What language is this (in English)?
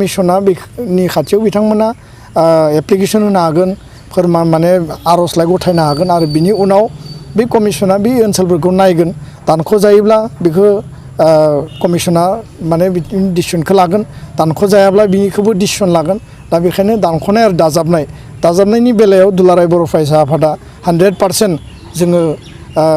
Bodo